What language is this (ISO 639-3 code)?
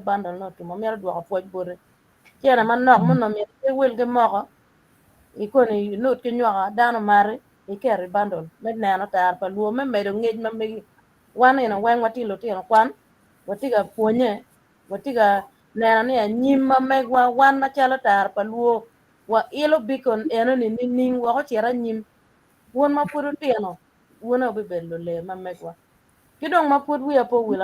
ach